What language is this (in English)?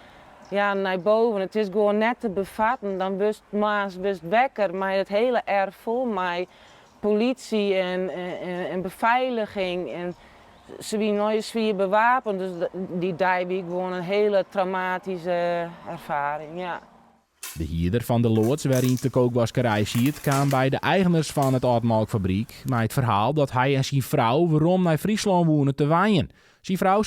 Western Frisian